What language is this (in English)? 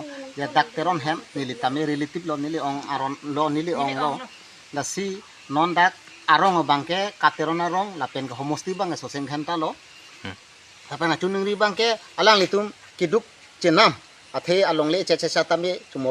Karbi